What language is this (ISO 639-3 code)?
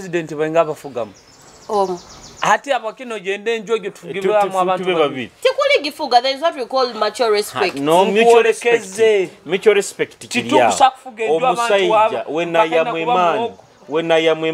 nyo